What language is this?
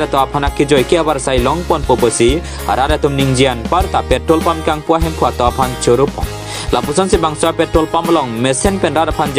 Karbi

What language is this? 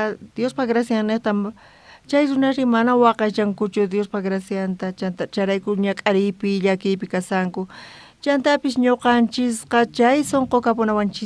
South Bolivian Quechua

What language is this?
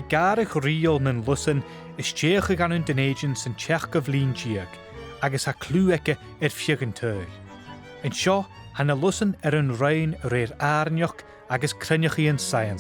Scottish Gaelic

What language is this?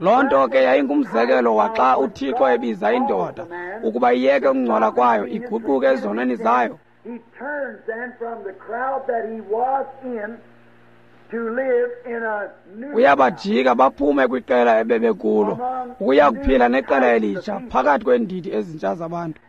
Xhosa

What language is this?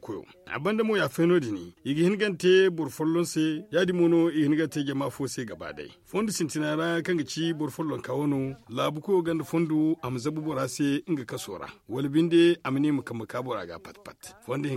Zarma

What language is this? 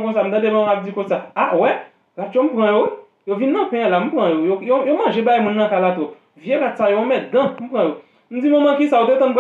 Haitian Creole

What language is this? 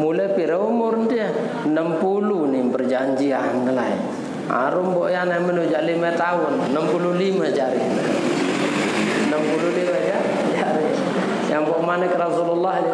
Sasak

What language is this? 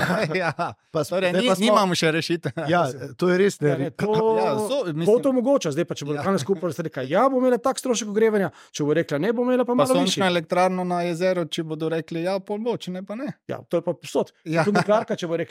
Slovenian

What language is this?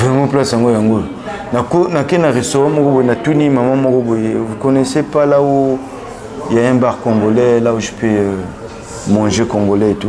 Lingala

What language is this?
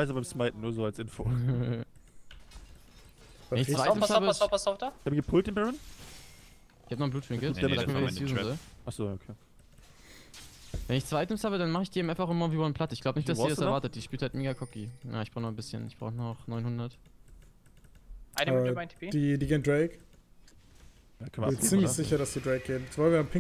German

